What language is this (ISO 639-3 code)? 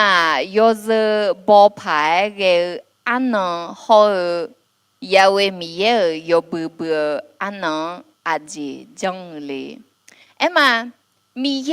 ahk